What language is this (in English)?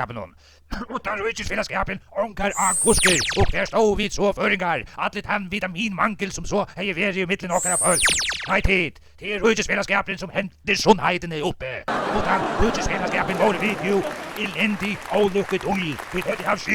Faroese